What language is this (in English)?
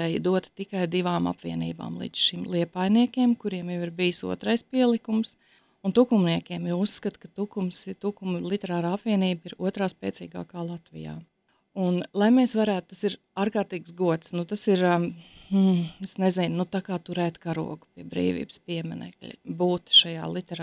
Latvian